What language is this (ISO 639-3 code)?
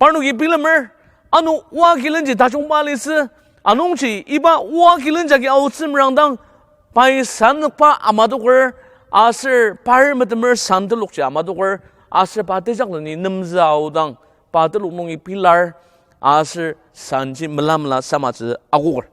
njo